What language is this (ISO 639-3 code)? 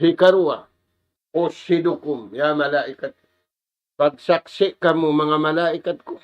tsg